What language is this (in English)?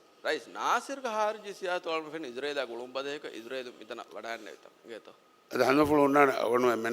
Divehi